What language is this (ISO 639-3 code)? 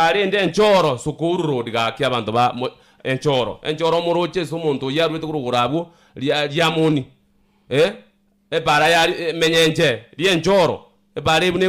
guz